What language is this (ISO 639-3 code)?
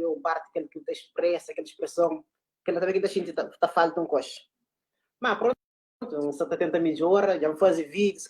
kea